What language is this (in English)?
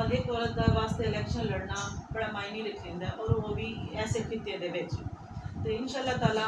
Saraiki